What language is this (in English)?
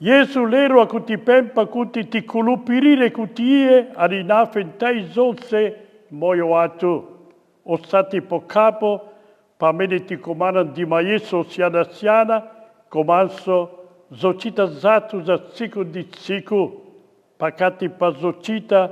Nyanja